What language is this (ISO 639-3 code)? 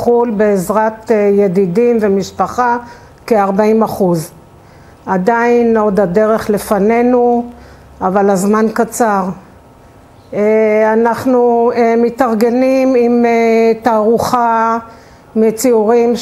heb